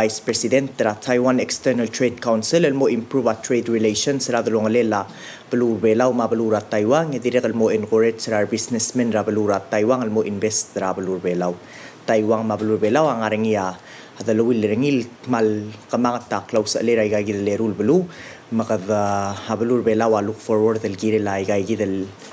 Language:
Palauan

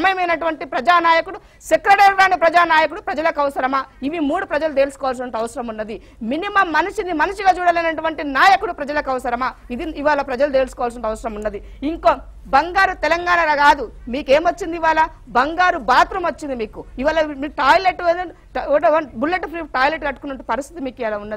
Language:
Telugu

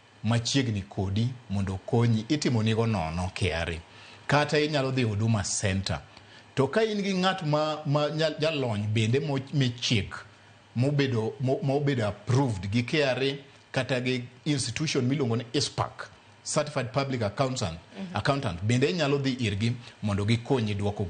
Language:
Luo (Kenya and Tanzania)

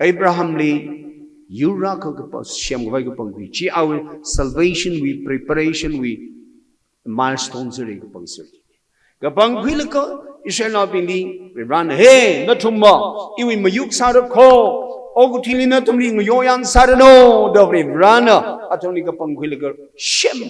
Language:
Tangkhul Naga (India)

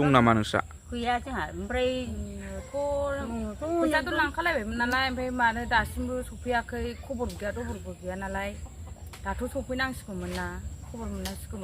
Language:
Bodo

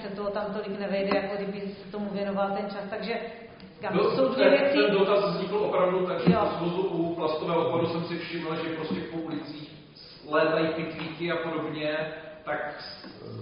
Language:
Czech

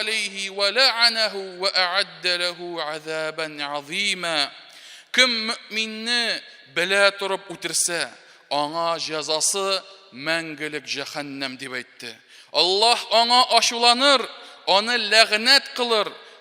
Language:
Tatar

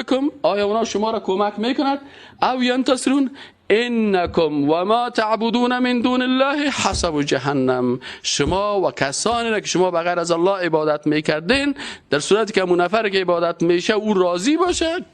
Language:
Persian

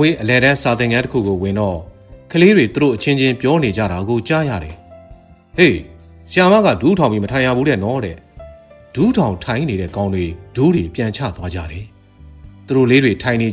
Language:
Burmese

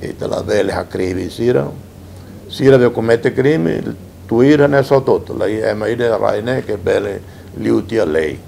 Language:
Tetum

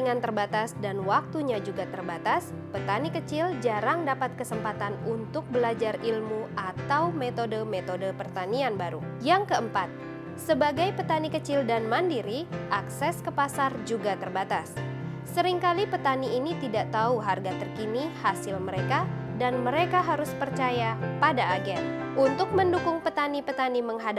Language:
Indonesian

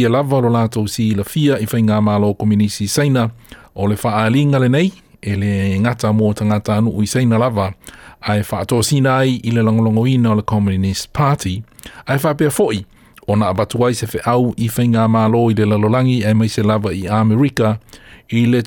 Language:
Samoan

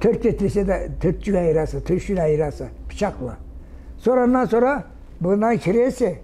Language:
Karachay-Balkar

